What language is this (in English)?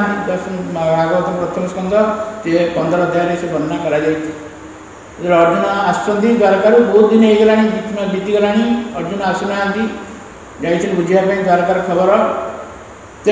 Odia